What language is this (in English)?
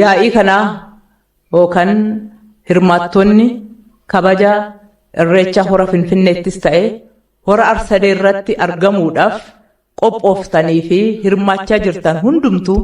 Oromo